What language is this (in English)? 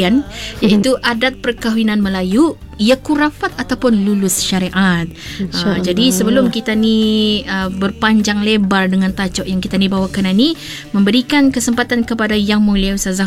Malay